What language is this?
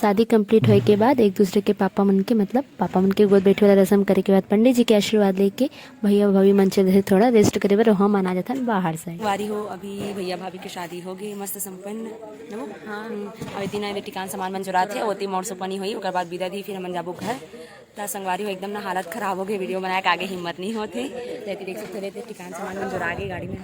Chhattisgarhi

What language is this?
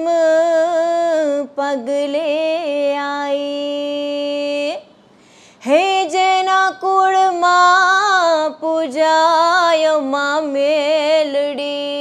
Gujarati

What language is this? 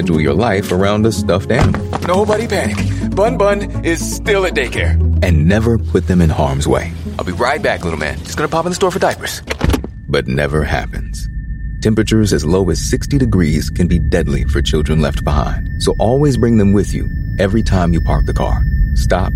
English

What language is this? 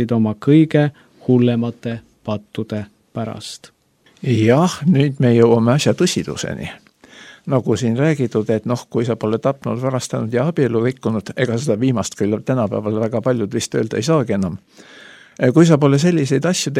Estonian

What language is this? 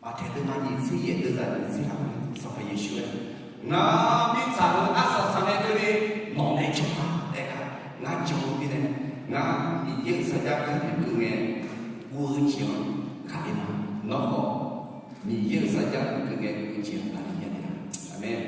Akha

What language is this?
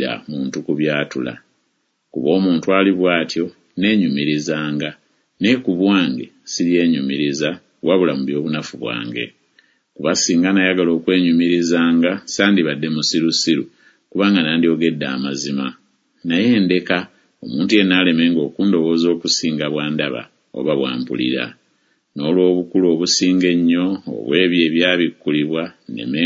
Ganda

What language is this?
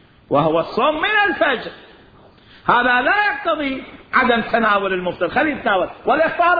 Mesopotamian Arabic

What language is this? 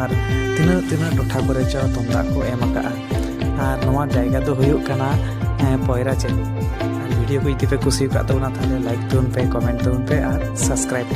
Santali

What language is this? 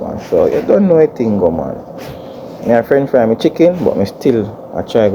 Jamaican Creole English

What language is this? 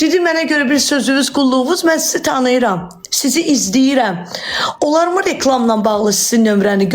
Azerbaijani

